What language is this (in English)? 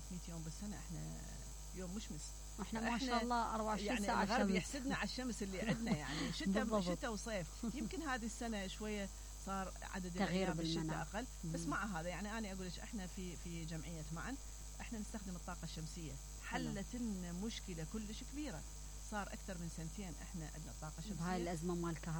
Mesopotamian Arabic